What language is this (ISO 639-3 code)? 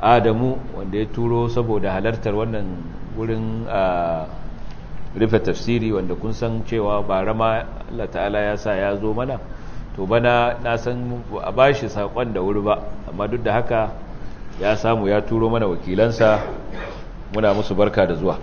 hau